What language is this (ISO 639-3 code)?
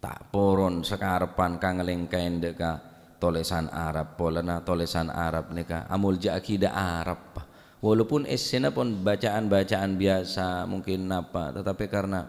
mad